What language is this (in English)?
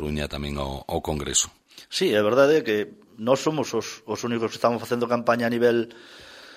Galician